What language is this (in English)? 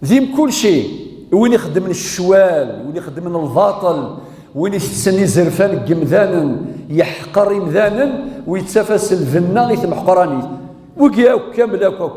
Kabyle